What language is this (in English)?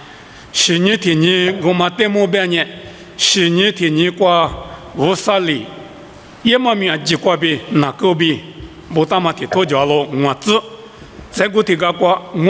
Lisu